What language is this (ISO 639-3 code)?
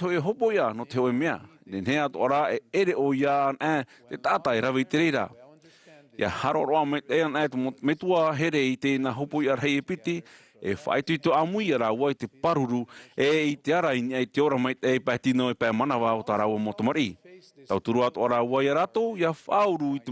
tah